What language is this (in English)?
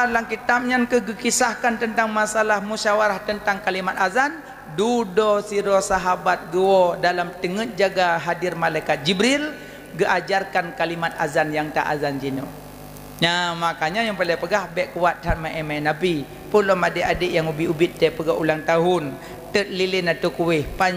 Achinese